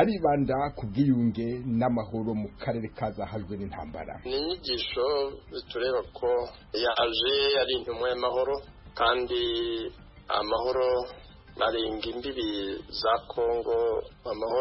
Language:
Kinyarwanda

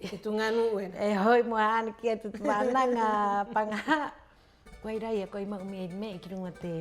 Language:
Rapanui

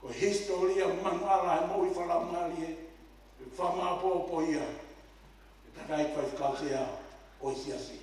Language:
Tongan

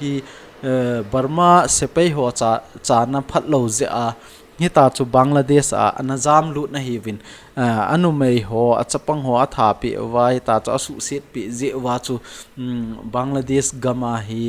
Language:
Thado Chin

